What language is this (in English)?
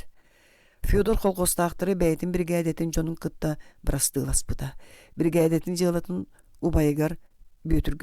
Yakut